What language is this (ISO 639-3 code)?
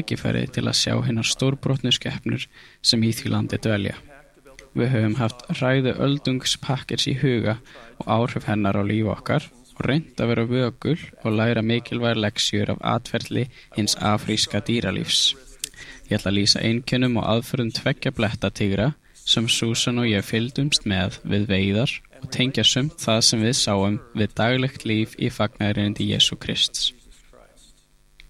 isl